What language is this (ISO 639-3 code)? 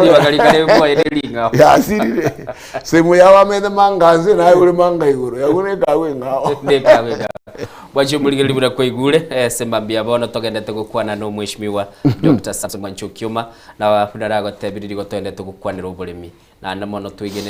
guz